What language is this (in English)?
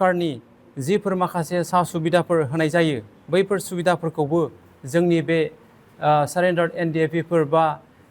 Bodo